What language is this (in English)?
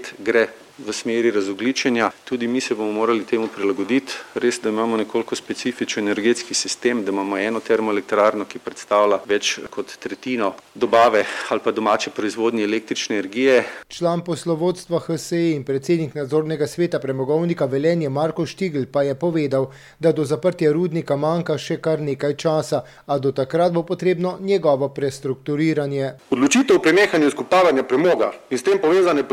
Slovenian